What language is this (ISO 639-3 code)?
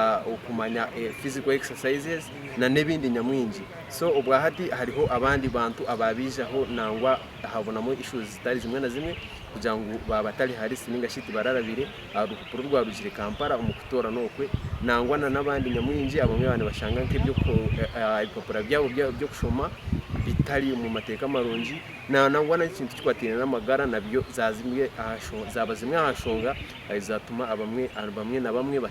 nyn